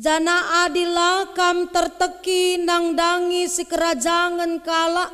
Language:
Batak Karo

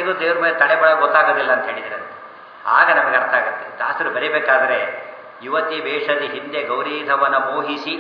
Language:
Kannada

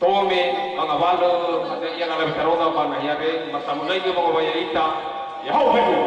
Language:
Nias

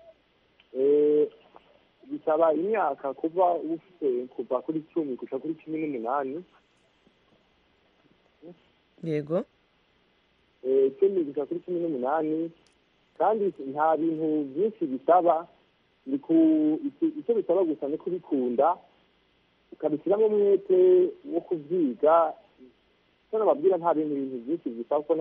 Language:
Kinyarwanda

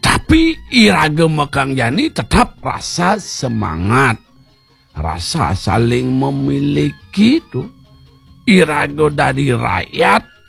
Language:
Balinese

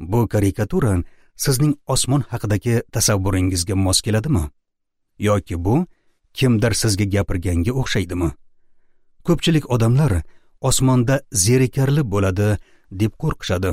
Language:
Uzbek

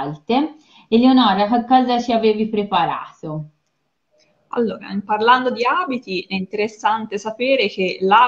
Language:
Italian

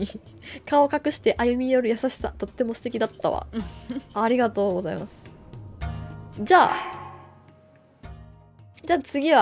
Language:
Japanese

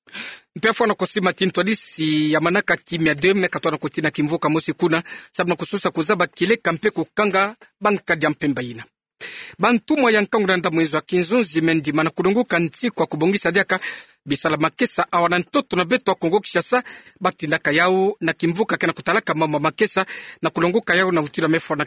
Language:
Kituba (Democratic Republic of Congo)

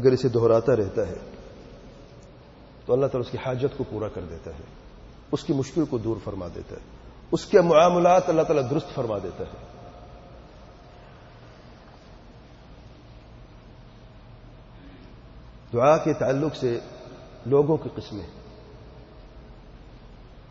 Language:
Urdu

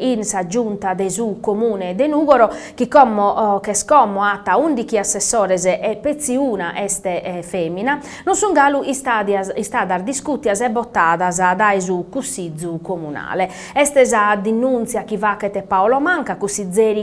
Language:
Sardinian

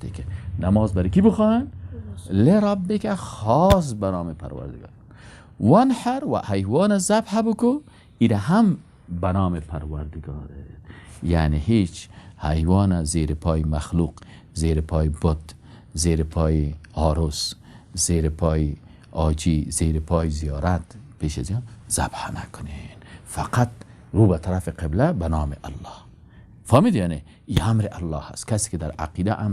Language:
Persian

